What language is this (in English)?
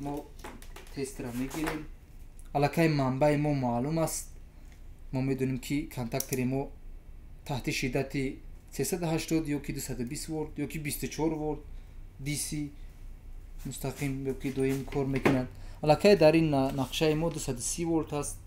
Tajik